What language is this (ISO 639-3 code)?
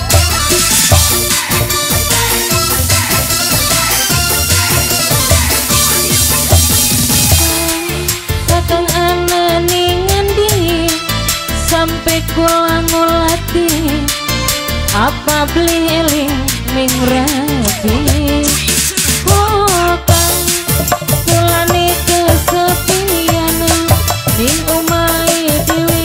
jav